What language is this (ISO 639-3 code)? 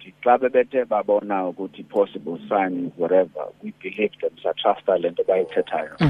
xho